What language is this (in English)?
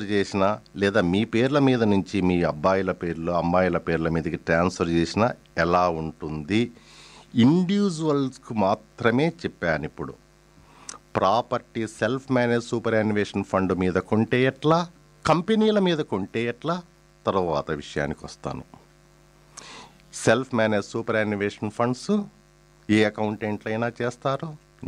Telugu